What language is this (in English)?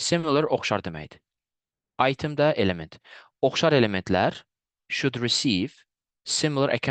Azerbaijani